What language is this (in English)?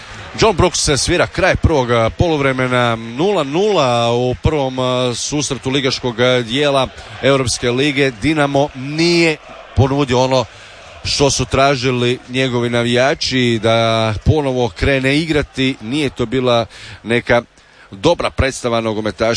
Croatian